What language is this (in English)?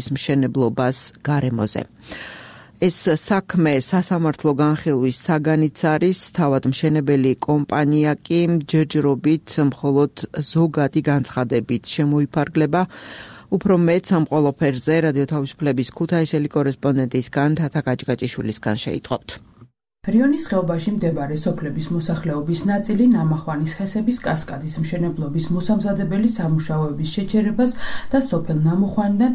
Georgian